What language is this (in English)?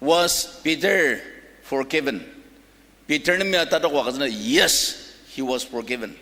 Ao Naga